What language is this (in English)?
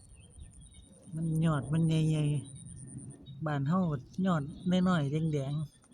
Lao